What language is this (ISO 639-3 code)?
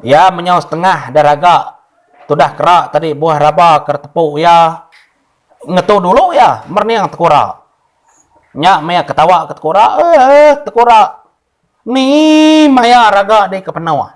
iba